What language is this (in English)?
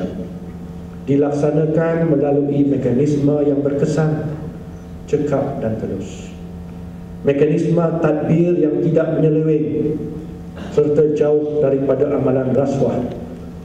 Malay